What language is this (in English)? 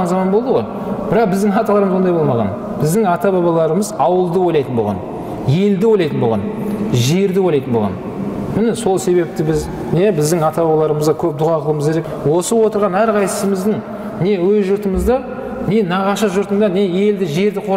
Kazakh